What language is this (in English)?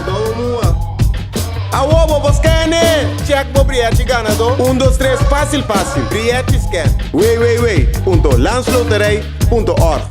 Papiamento